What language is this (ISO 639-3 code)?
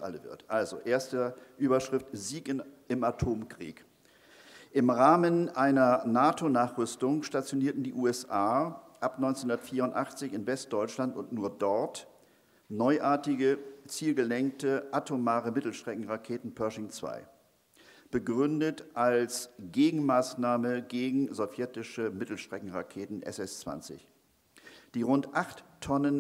deu